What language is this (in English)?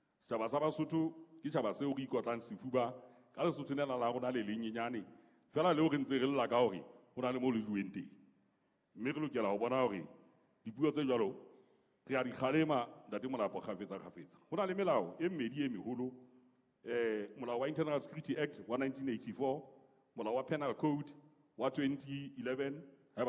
Southern Sotho